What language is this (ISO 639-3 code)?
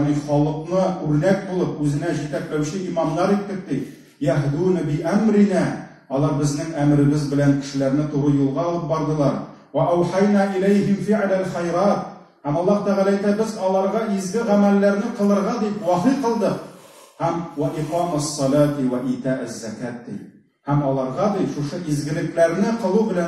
tat